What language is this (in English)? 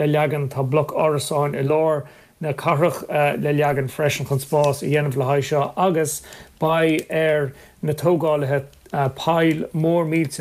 Irish